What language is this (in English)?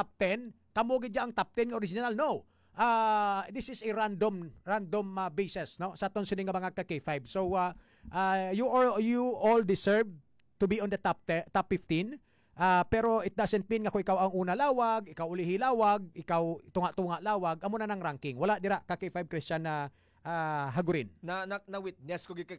Hiligaynon